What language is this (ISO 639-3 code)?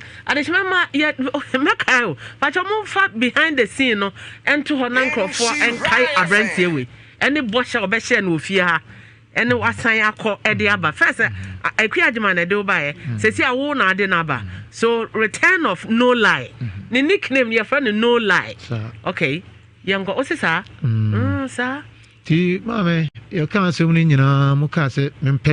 aka